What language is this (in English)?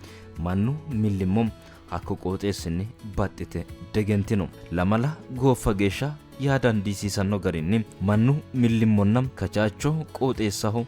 Sidamo